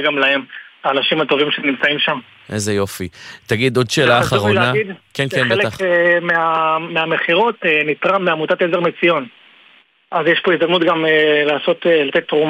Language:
Hebrew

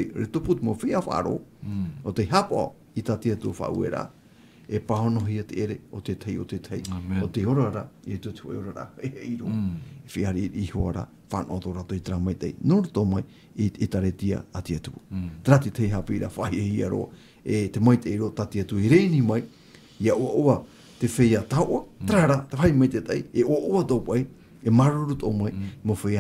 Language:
Tahitian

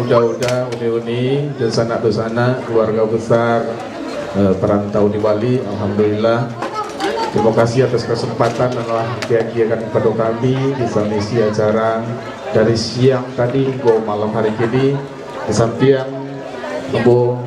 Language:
Minangkabau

